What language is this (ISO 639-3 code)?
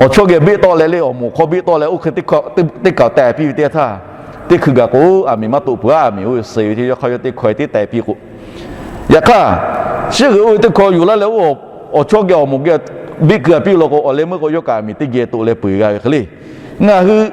lhu